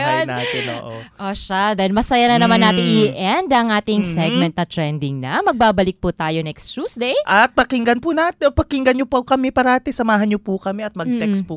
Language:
Filipino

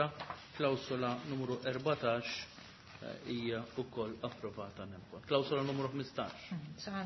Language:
Maltese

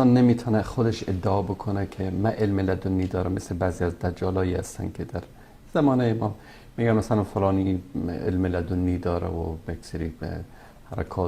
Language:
Persian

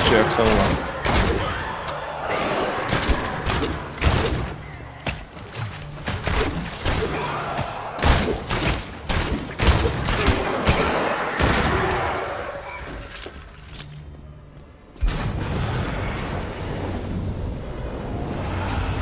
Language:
Slovak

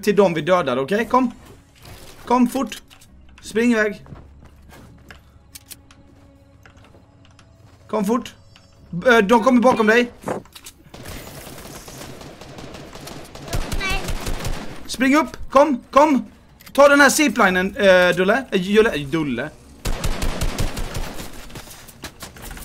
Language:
Swedish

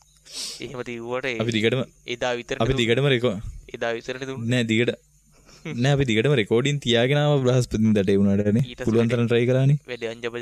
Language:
Sinhala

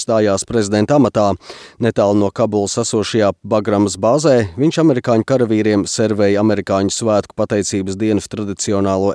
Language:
Latvian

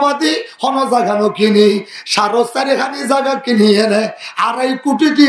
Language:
Rohingya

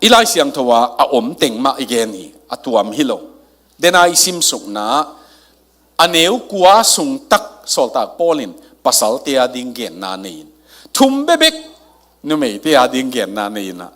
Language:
Tedim Chin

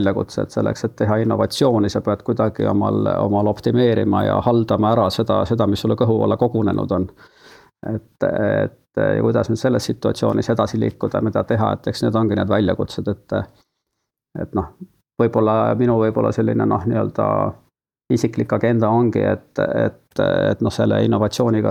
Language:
Estonian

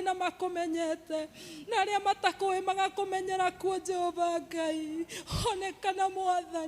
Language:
Kikuyu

